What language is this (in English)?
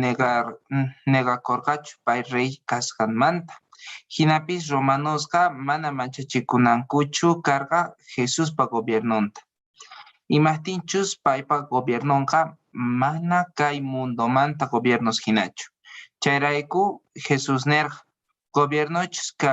Quechua